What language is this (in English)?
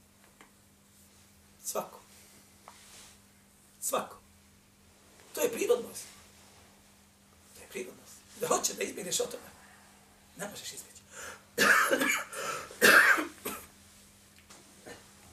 Bosnian